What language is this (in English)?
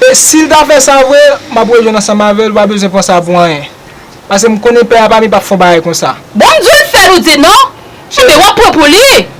Haitian Creole